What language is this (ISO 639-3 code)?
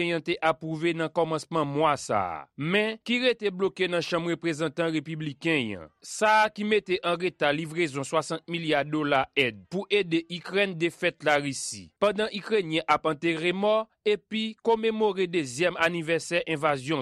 hat